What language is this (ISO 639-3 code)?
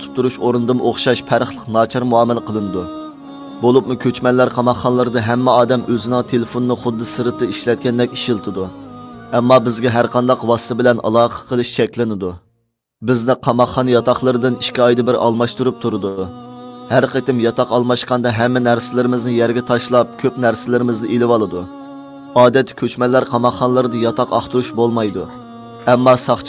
uig